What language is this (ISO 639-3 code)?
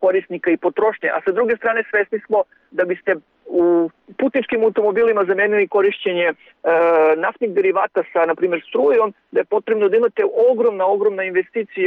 srp